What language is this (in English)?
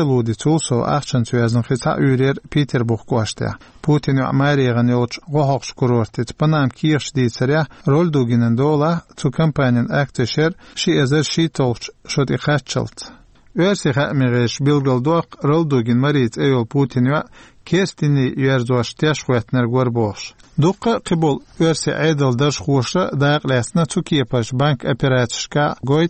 Chechen